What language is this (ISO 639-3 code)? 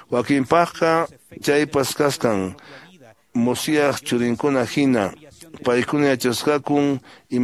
que